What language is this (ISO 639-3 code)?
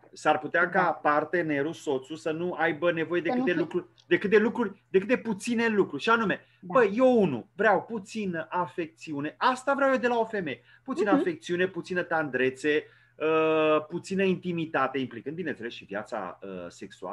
ron